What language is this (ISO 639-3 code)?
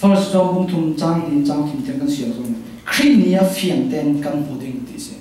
cfm